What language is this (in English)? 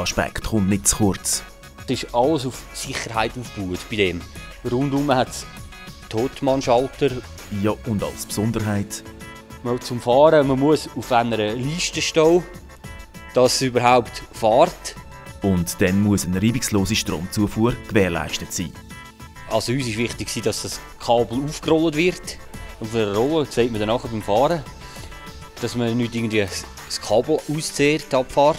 Swiss German